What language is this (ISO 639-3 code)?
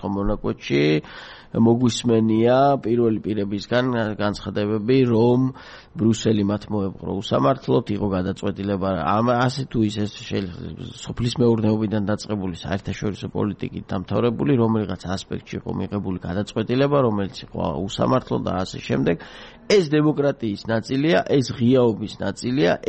kat